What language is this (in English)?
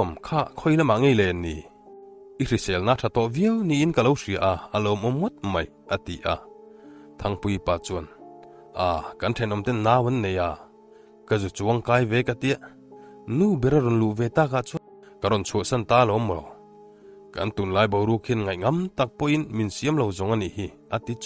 Mizo